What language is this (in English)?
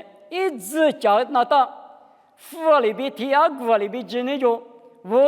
Lisu